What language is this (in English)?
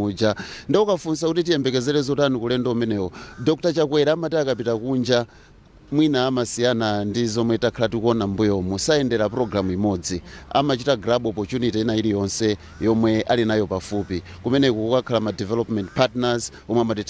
Nyanja